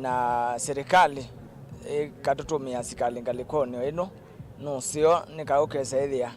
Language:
Kamba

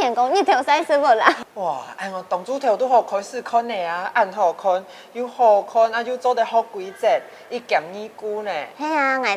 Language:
Hakka Chinese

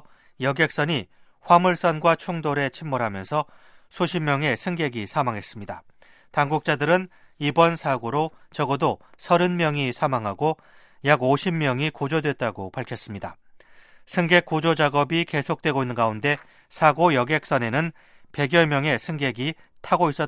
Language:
Korean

